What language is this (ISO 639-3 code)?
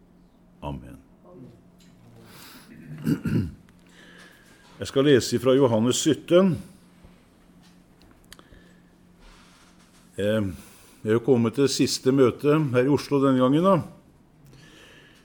nor